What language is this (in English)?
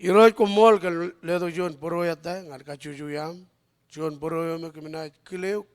Marshallese